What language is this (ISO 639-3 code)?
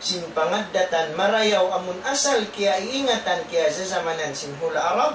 tsg